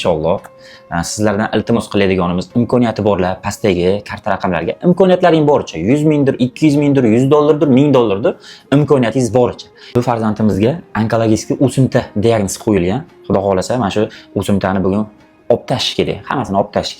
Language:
Uzbek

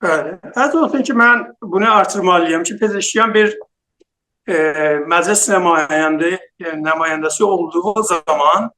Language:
South Azerbaijani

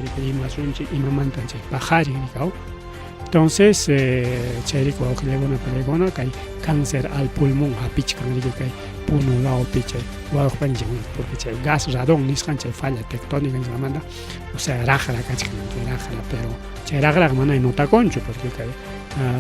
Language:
Ayacucho Quechua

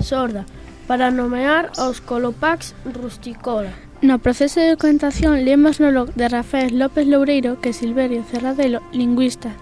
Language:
Galician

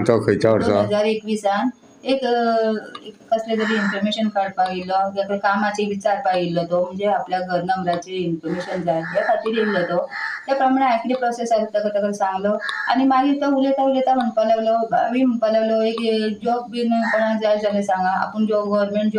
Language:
Konkani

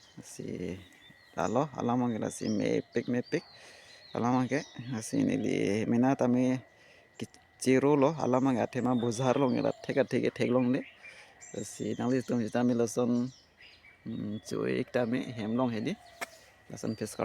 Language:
Karbi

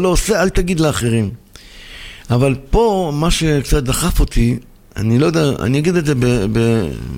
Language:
Hebrew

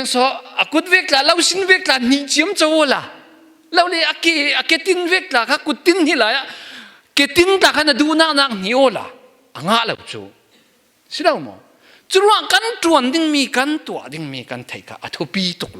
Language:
Falam Chin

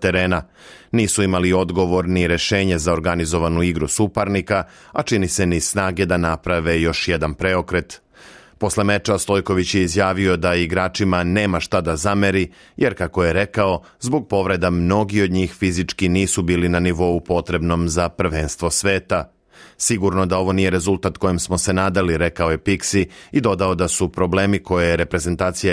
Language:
Serbian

